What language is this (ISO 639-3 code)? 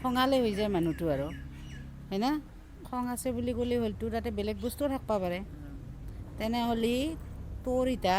asm